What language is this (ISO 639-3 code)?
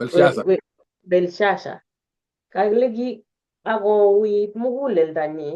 kln